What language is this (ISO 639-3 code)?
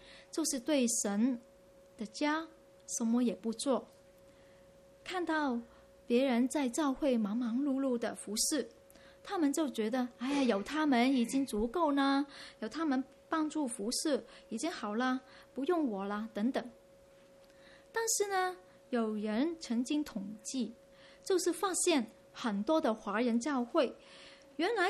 zho